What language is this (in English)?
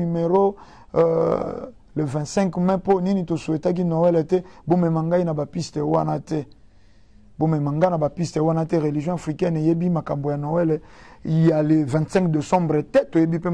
Lingala